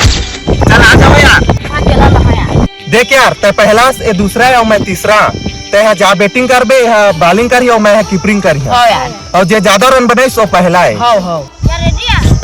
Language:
Chhattisgarhi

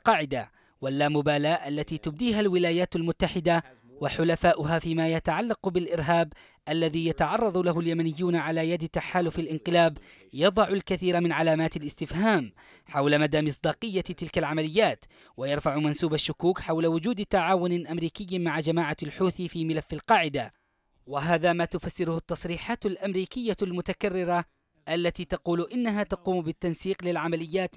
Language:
Arabic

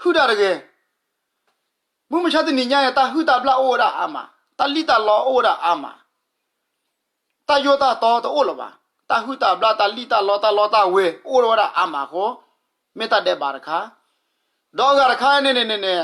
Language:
S'gaw Karen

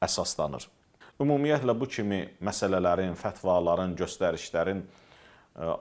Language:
Azerbaijani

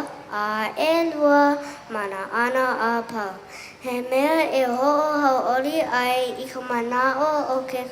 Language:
Hawaiian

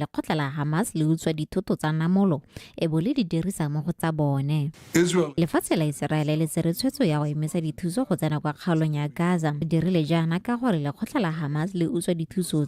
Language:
Tswana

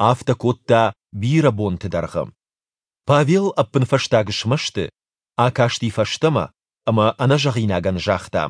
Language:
Ossetic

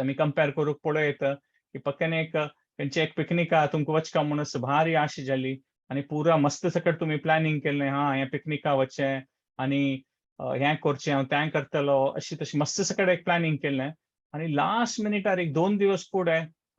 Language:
Konkani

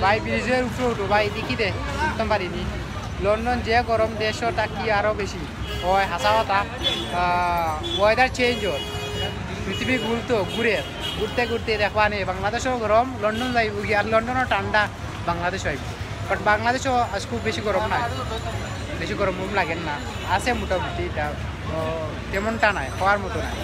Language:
Sylheti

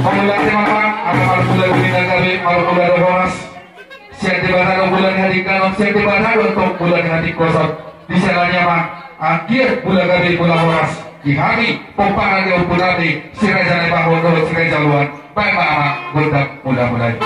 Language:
Batak Toba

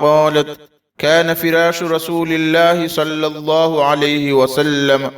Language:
Divehi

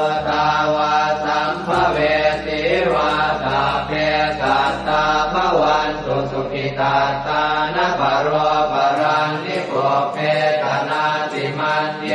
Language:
Pali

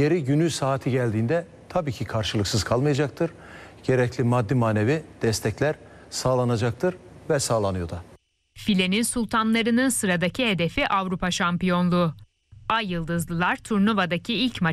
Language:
Turkish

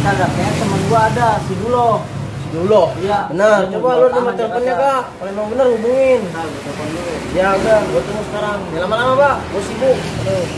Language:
Betawi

